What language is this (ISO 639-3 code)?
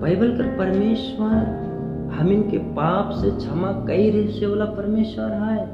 sck